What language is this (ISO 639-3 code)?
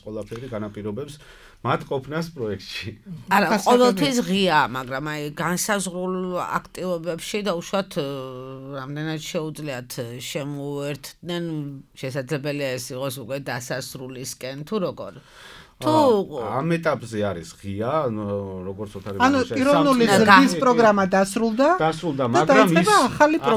kat